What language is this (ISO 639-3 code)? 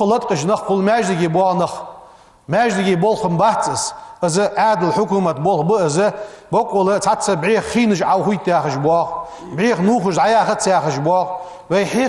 inh